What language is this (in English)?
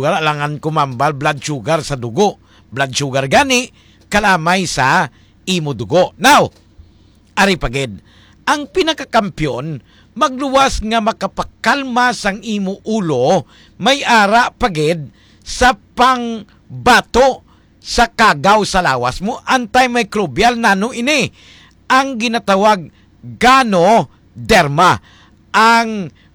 Hiligaynon